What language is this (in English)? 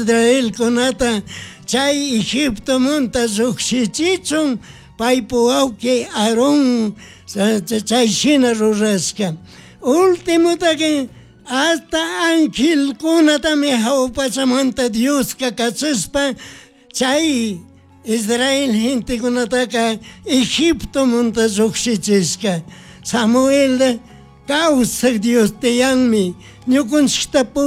Chimborazo Highland Quichua